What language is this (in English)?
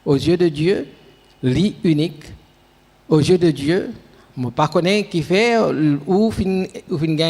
Morisyen